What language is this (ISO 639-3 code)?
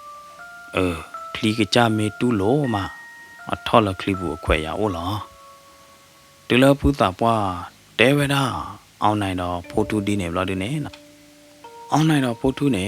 ksw